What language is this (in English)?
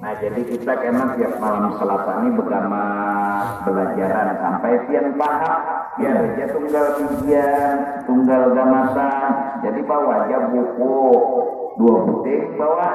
Banjar